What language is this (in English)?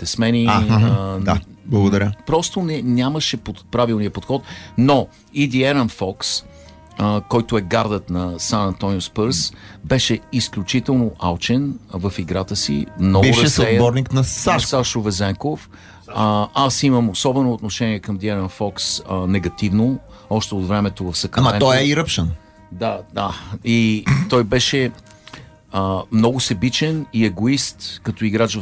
Bulgarian